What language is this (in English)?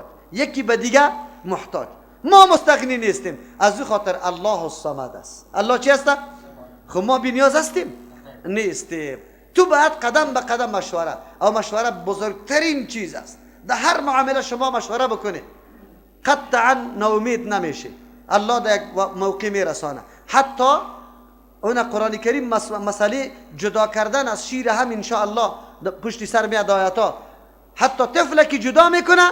Persian